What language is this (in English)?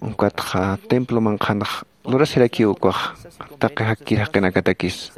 Aymara